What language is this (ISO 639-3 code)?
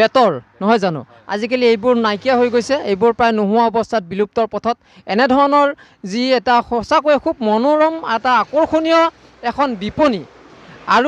asm